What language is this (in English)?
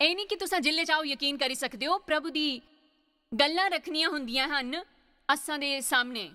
Dogri